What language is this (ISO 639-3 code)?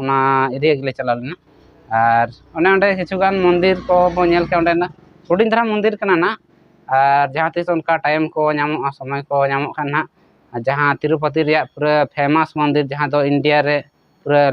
sat